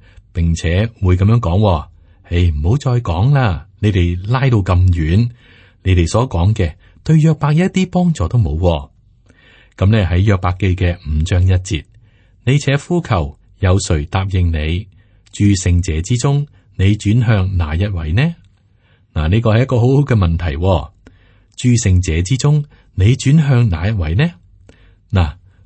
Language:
Cantonese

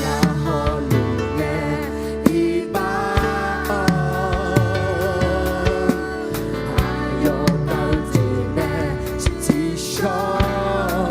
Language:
Akha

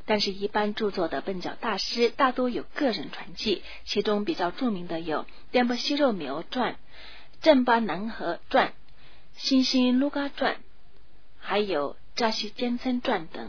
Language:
Chinese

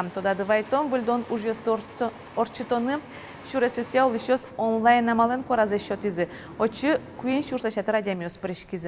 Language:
Udmurt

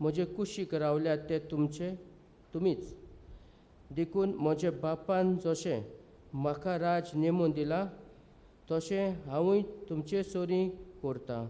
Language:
Konkani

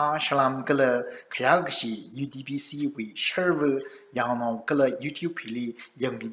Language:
Tangkhul Naga (India)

